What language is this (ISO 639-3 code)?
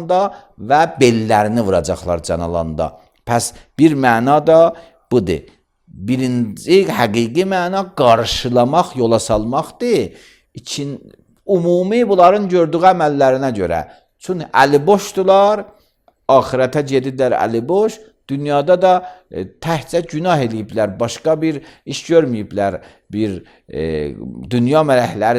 aze